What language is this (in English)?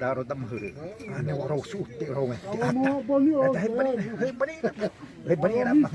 Xavánte